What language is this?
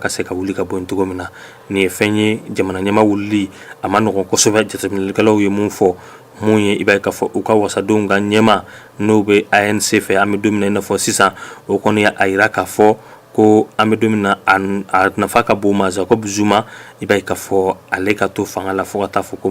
Bambara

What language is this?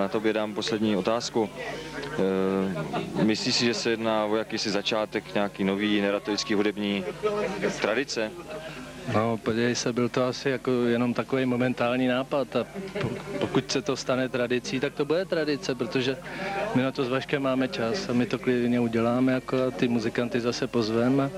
Czech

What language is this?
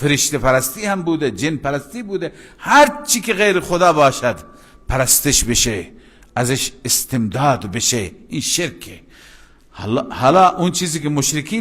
Persian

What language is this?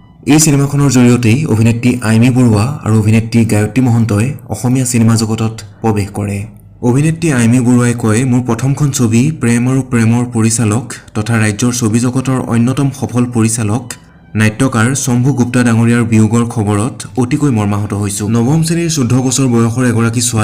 Assamese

